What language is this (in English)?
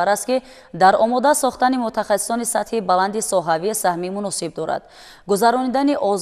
Tajik